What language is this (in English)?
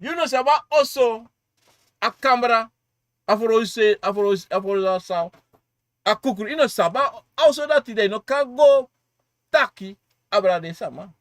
Sranan Tongo